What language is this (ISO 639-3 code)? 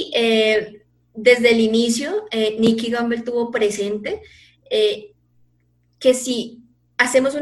spa